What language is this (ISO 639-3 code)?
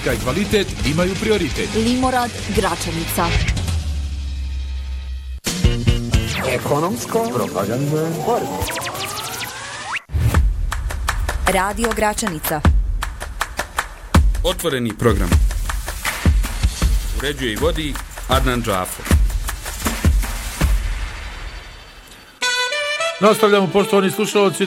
bos